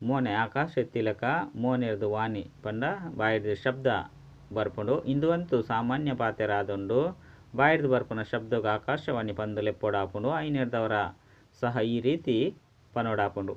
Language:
Tulu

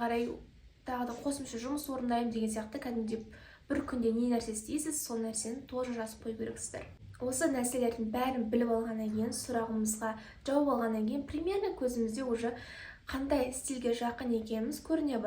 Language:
Kazakh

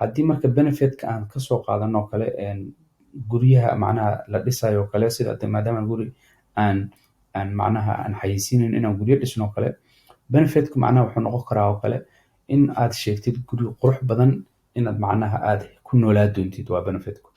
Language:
Somali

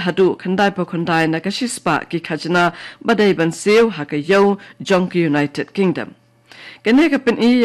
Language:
Khasi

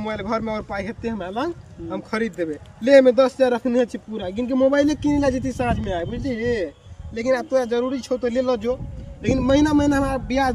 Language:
Maithili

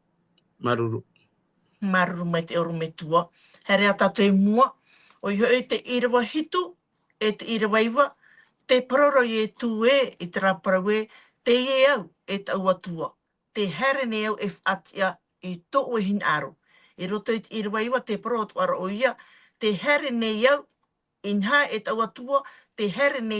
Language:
Tahitian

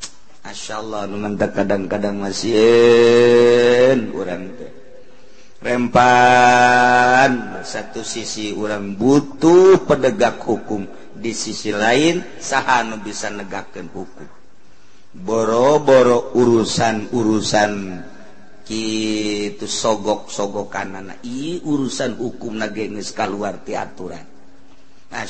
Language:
Sundanese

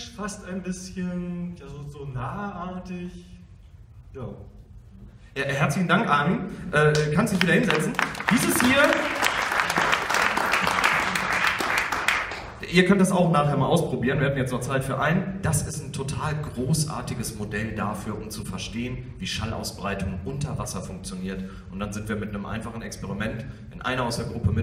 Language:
German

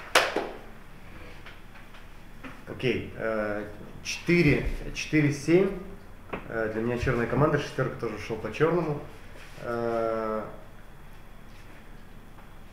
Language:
Russian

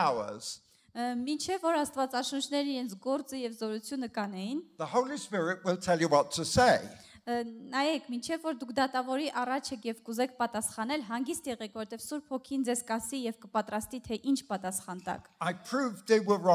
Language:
Armenian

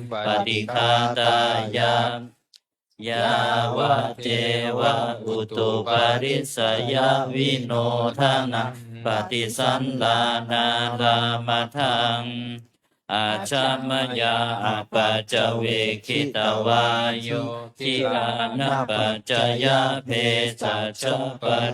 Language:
Pali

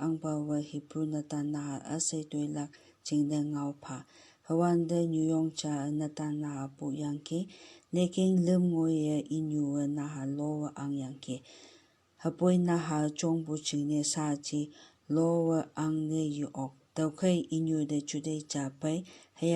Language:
Konyak Naga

